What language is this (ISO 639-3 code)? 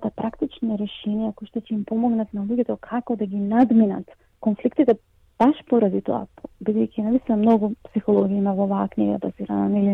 mkd